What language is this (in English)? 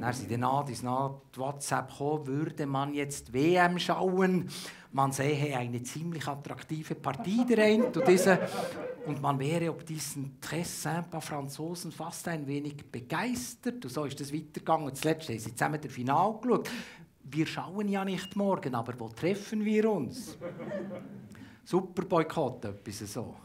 Swiss German